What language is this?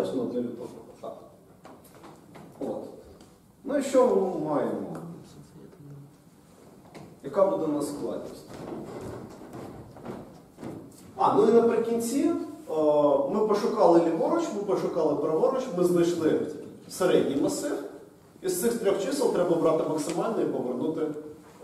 Ukrainian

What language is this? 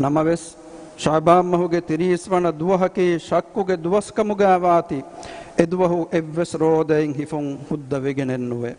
Divehi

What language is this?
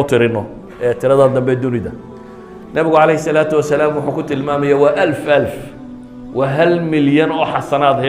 Somali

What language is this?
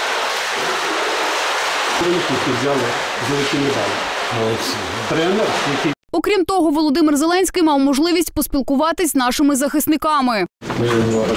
Ukrainian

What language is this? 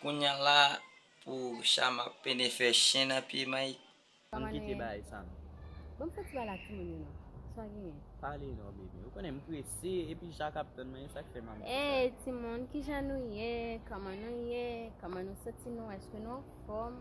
Haitian Creole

